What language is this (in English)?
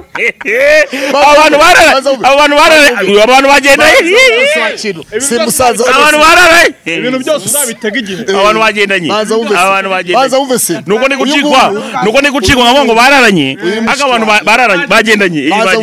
Kinyarwanda